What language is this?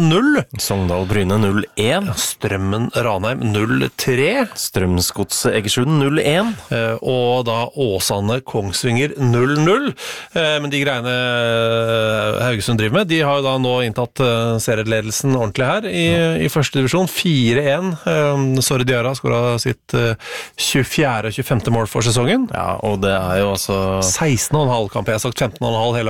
Norwegian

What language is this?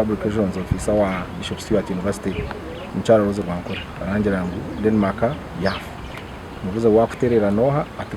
Nyankole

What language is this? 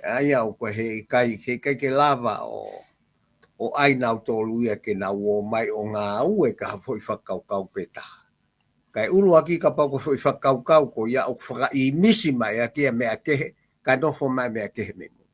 Tongan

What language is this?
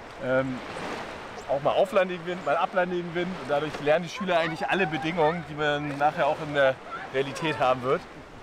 German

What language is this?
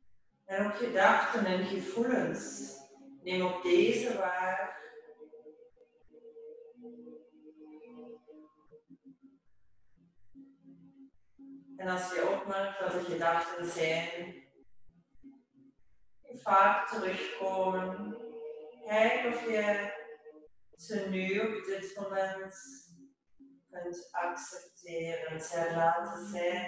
Dutch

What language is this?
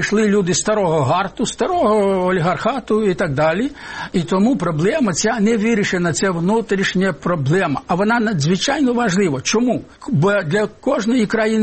Ukrainian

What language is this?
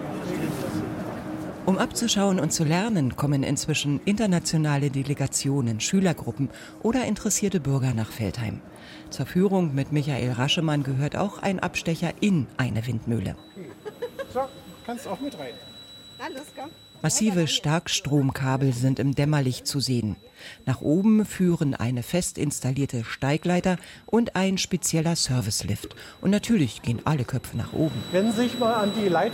German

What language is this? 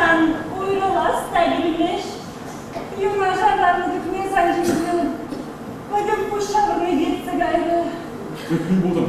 Chuvash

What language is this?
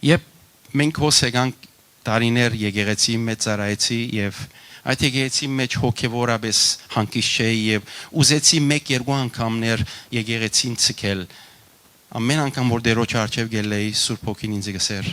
Western Armenian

